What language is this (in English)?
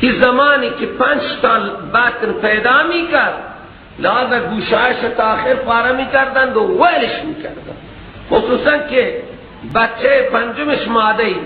Persian